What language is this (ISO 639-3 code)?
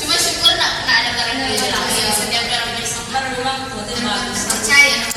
xmm